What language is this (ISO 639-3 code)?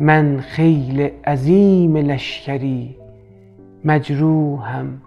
azb